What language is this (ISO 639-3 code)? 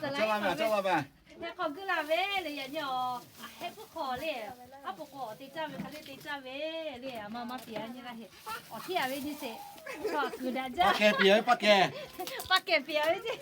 lhu